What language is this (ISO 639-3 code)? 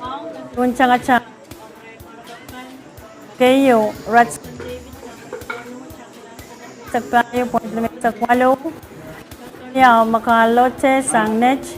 pon